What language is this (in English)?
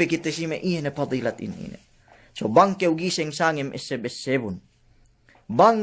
Yakan